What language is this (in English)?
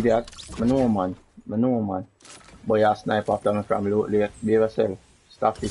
Jamaican Creole English